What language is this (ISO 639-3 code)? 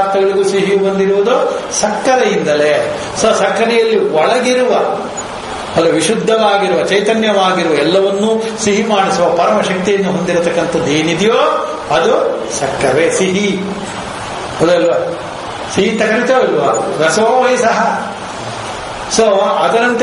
kan